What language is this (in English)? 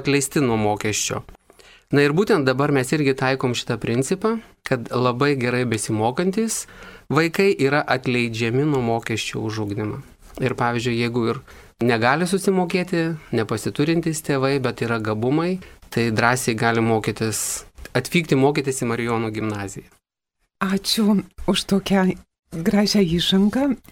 Lithuanian